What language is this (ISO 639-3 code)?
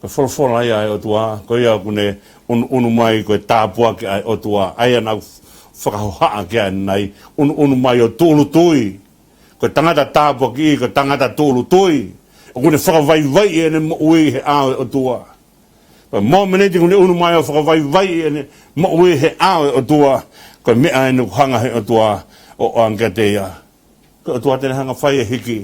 ton